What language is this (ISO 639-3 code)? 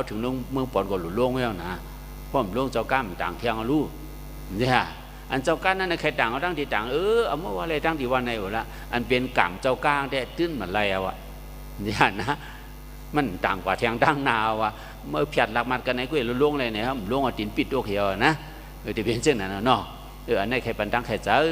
shn